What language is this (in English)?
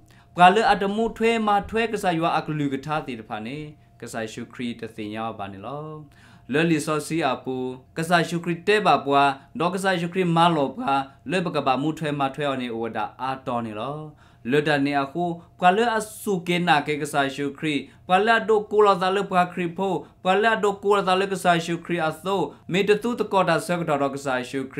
S'gaw Karen